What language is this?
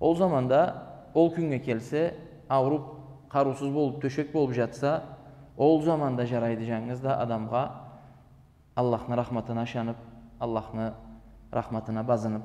Karachay-Balkar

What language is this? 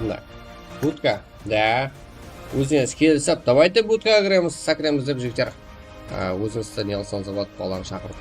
Kara-Kalpak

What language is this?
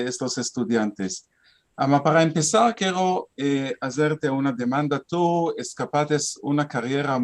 Ladino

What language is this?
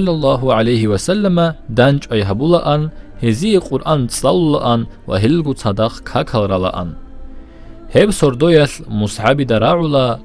Avaric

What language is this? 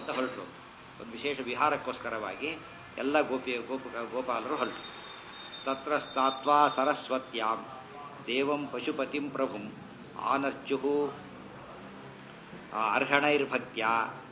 Kannada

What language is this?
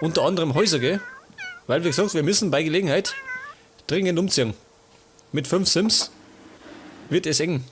Bavarian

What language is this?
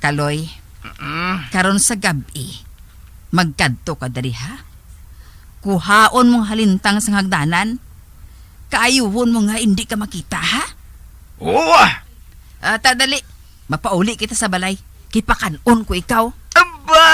Hiligaynon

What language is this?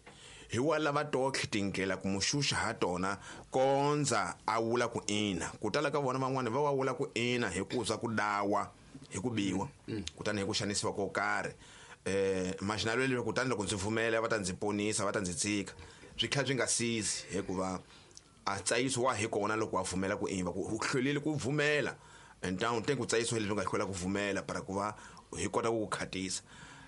Tsonga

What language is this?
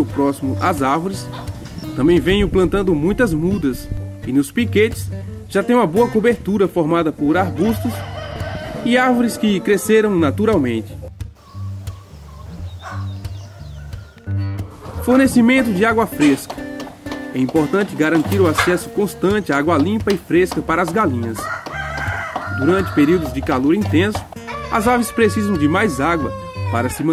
Portuguese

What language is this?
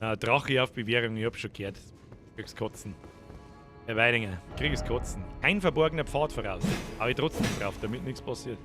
Bavarian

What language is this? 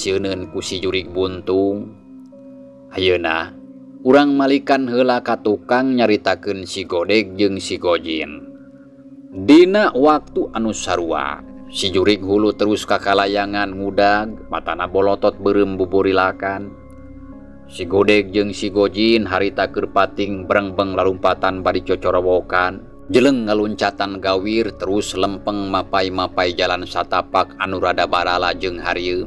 Sundanese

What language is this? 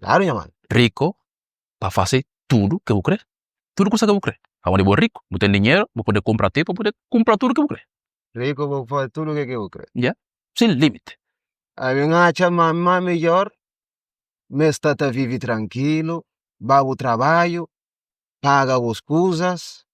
Kabuverdianu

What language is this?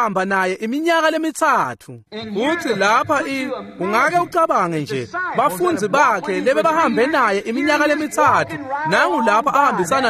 Swati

